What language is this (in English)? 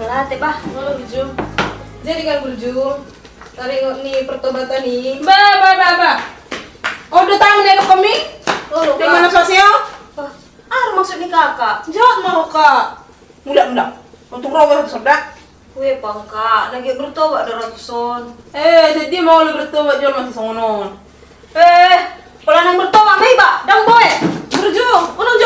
Batak Toba